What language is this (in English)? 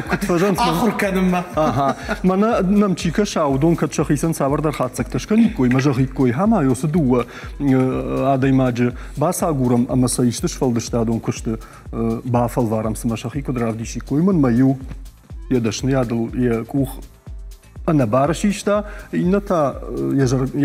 Ossetic